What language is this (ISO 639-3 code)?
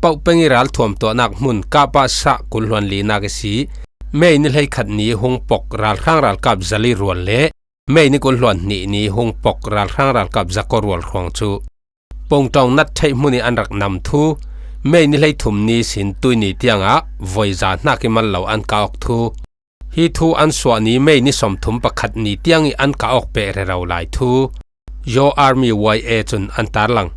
cfm